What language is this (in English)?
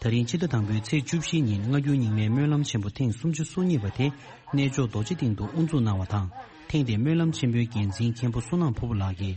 Tibetan